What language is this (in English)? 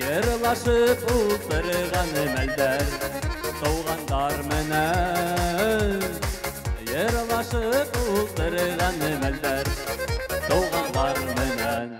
Bashkir